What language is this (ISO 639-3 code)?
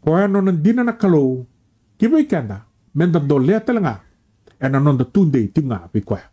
fij